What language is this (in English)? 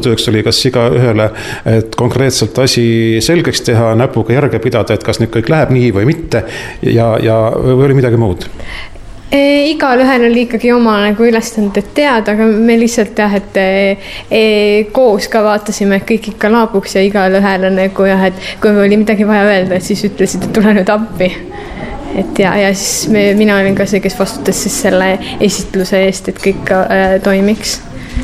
Estonian